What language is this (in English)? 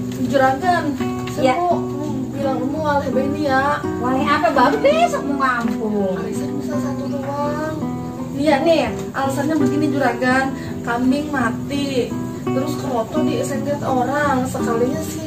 Betawi